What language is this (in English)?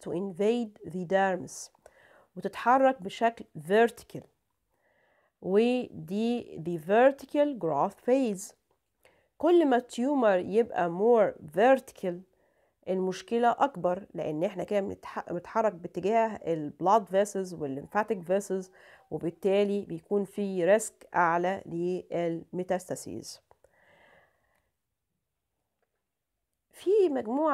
Egyptian Arabic